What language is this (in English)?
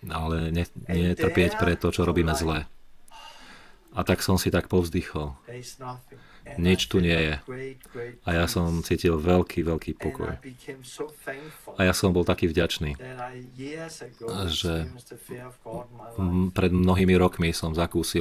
Slovak